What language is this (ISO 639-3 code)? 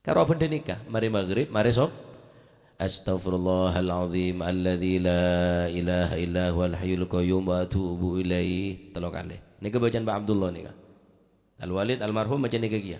mad